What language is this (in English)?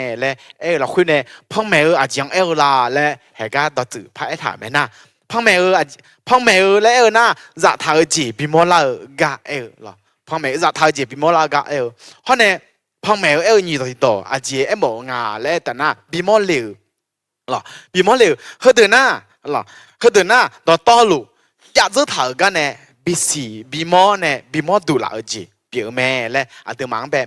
Akha